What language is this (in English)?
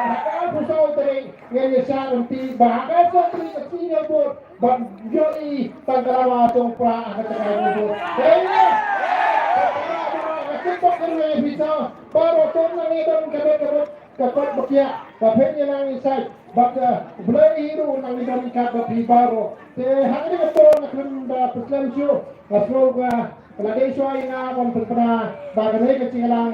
Khasi